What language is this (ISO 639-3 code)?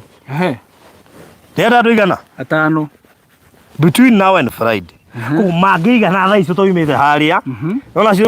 kik